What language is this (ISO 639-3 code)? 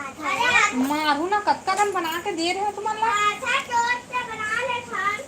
hne